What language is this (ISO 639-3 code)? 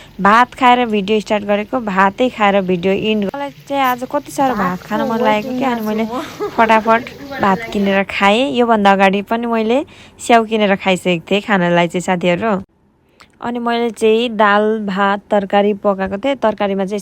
nep